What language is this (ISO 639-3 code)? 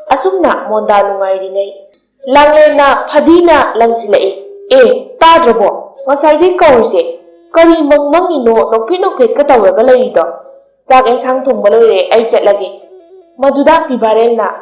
mni